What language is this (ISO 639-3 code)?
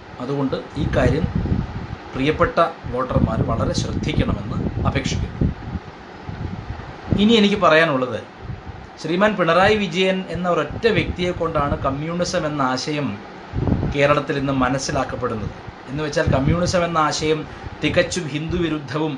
mal